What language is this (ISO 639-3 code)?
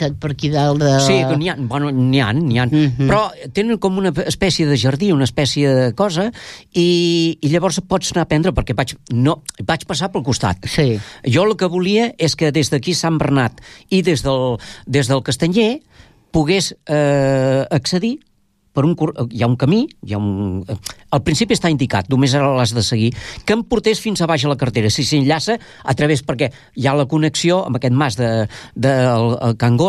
cat